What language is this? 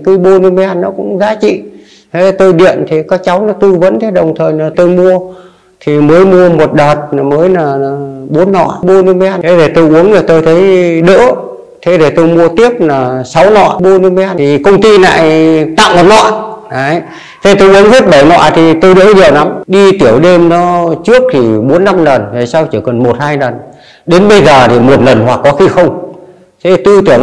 Vietnamese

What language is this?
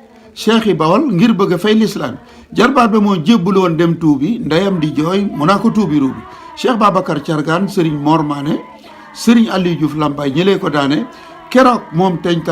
Wolof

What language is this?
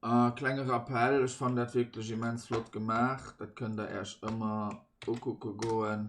Luxembourgish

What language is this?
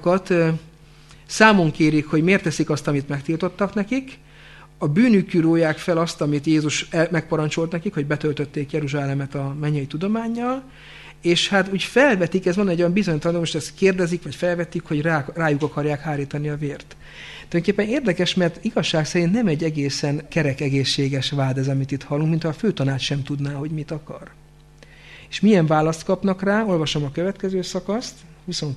Hungarian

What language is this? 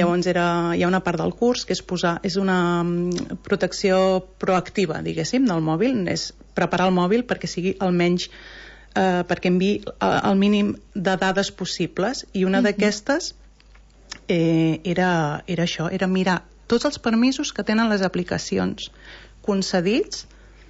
Catalan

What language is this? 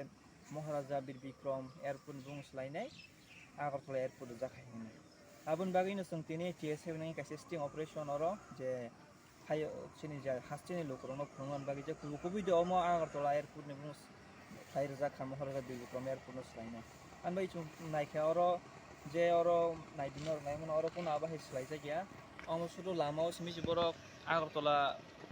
Kok Borok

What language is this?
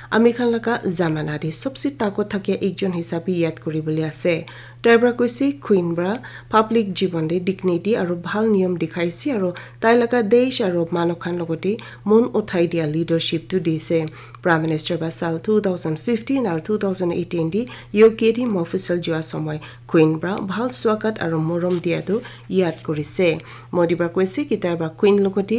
Naga Pidgin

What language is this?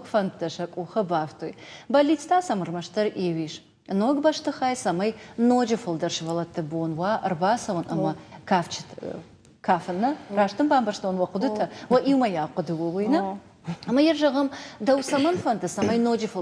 Ossetic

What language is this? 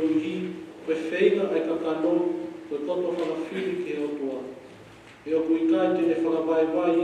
Tongan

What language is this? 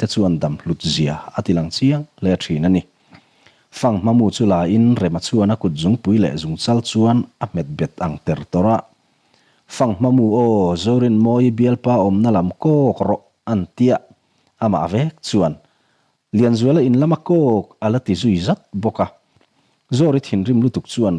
Mizo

